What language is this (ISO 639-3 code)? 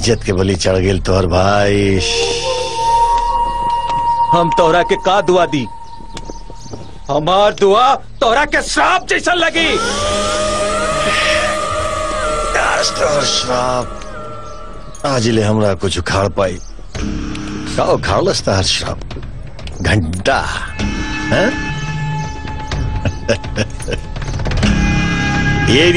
bho